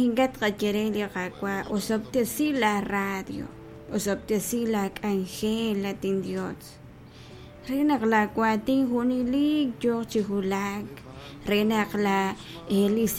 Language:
Kekchí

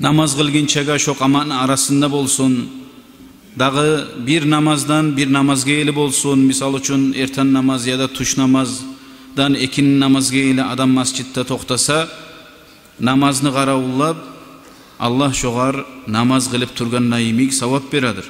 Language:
Kumyk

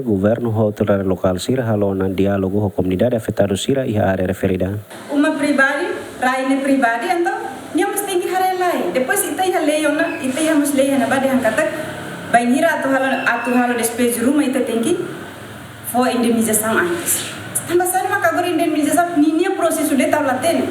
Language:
Tetum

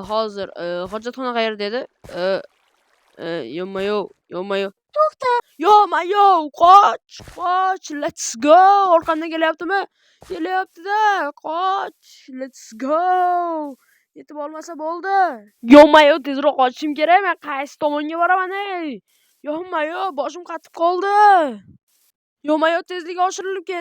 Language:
Uzbek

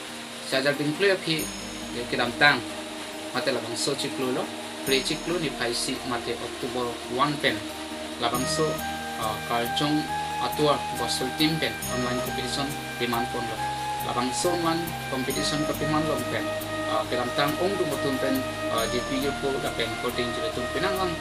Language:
Karbi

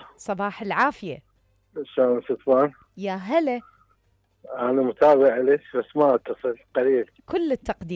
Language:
Mesopotamian Arabic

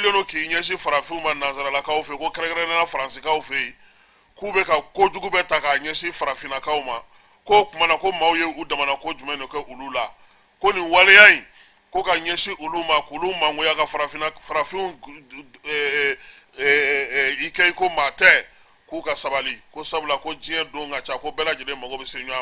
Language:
Bambara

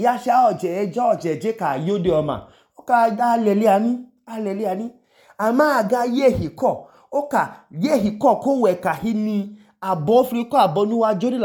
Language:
Idoma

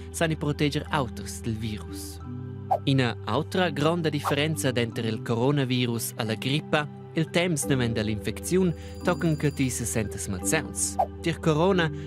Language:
Romansh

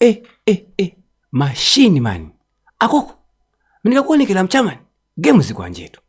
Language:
Nyanja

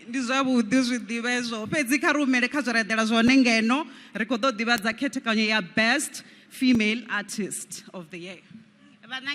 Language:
Venda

